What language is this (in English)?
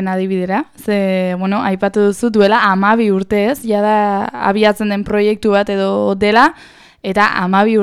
Basque